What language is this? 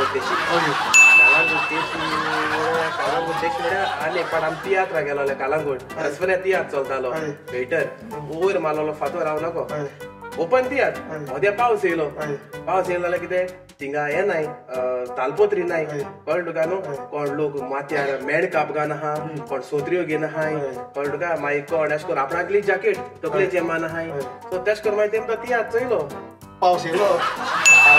Konkani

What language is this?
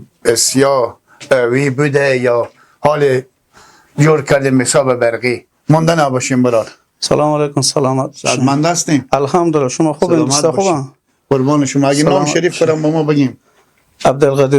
Persian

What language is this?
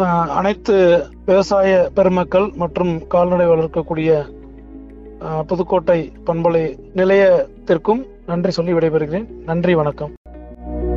Tamil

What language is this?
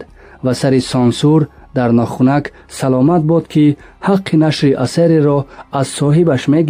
Tajik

